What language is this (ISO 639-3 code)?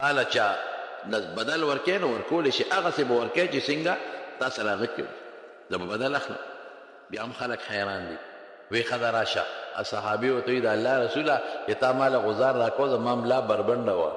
pus